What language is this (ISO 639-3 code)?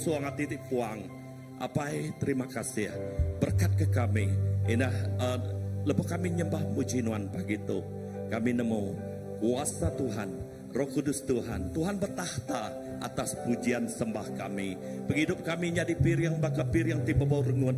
iba